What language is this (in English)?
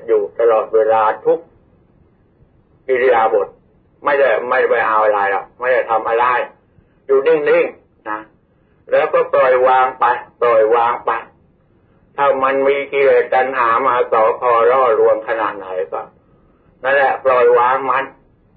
Thai